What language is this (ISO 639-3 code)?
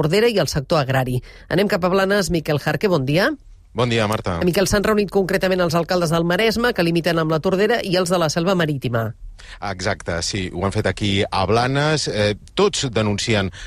cat